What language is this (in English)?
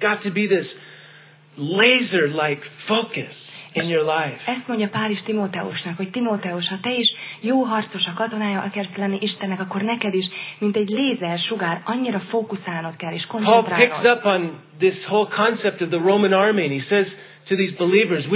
Hungarian